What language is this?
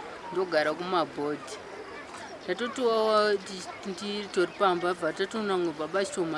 Shona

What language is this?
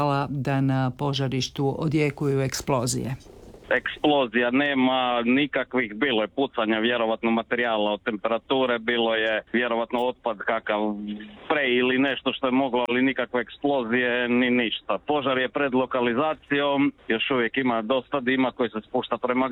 Croatian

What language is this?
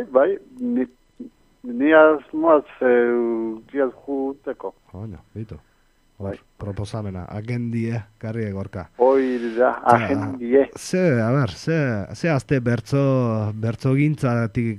Basque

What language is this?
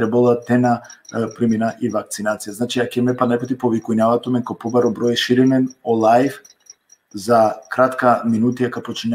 Balkan Romani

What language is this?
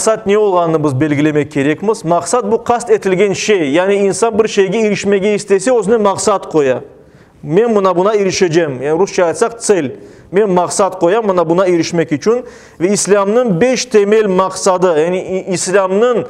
Crimean Tatar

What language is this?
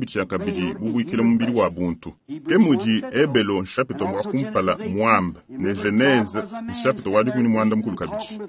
Luba-Lulua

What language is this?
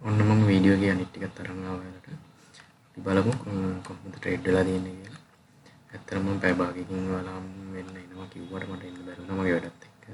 Sinhala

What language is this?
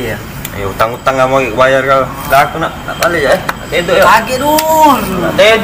Musi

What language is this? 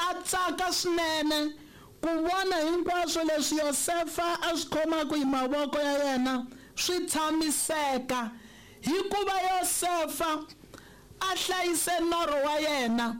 Tsonga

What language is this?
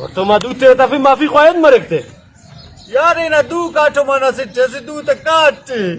Brahui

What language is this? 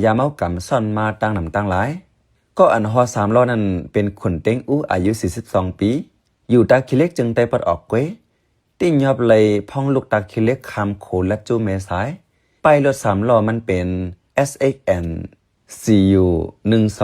Shan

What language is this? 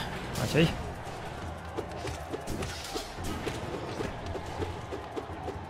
Russian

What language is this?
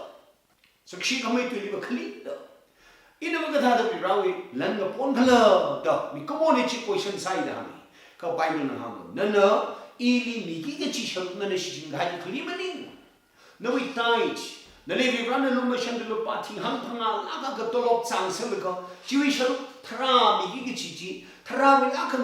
Tangkhul Naga (India)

